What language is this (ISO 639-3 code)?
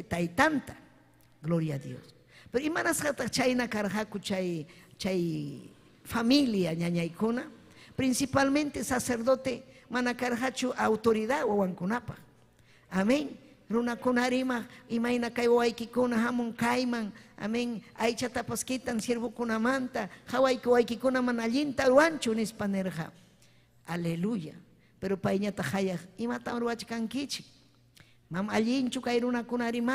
quy